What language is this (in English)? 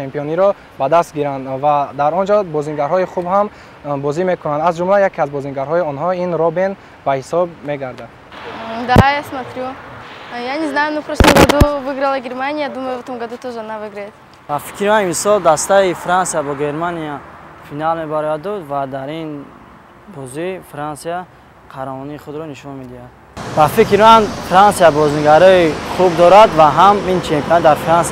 Tajik